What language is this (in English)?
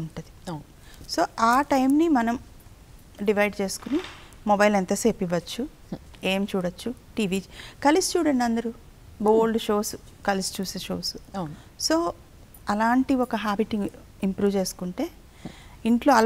Telugu